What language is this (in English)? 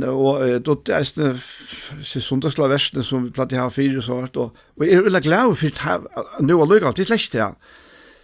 Faroese